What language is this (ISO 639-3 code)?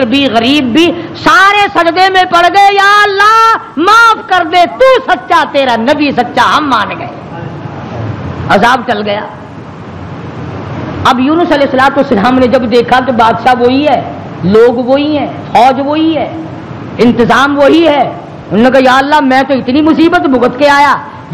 urd